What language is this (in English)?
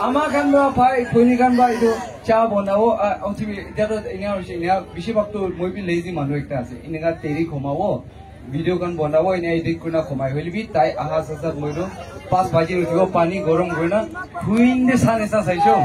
Naga Pidgin